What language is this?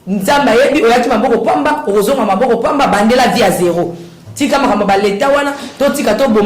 Lingala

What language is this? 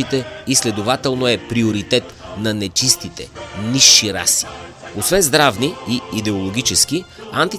Bulgarian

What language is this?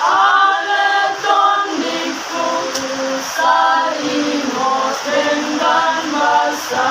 Batak Toba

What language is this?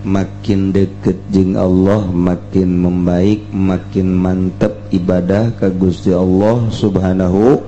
Sundanese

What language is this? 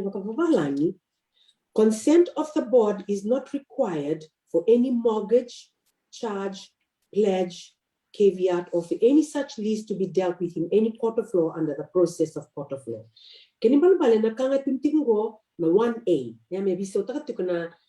Fijian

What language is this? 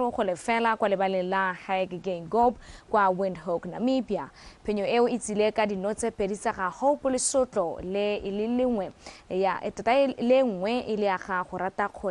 Tswana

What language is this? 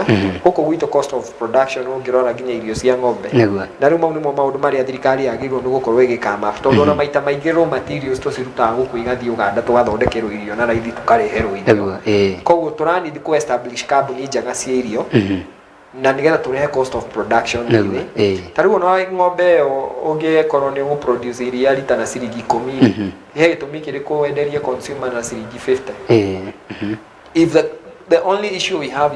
Kikuyu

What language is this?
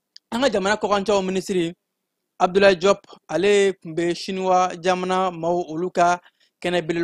Bambara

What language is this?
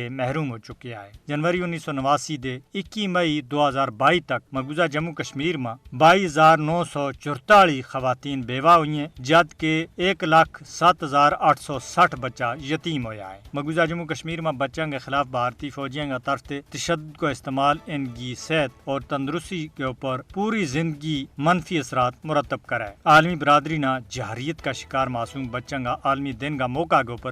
Gujari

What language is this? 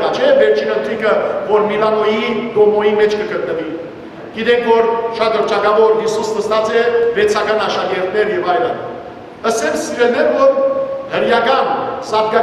Western Armenian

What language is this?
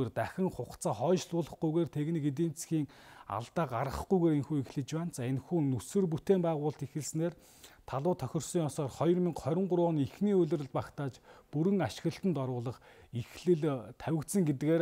Mongolian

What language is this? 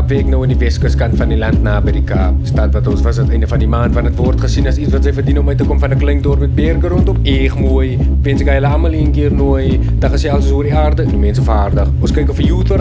Afrikaans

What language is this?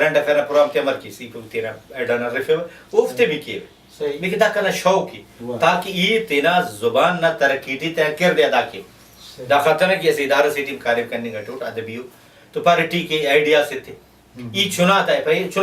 Brahui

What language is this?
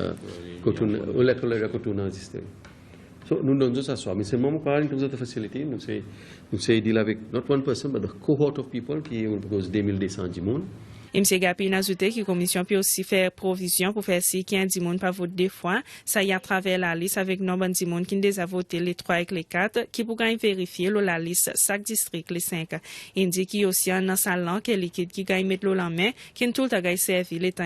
Seselwa Creole French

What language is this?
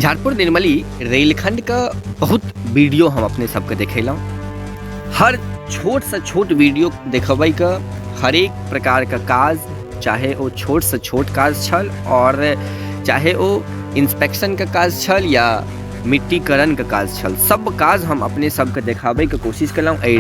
Maithili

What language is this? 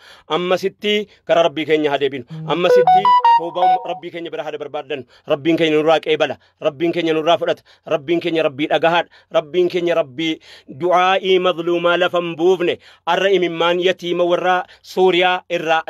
Oromo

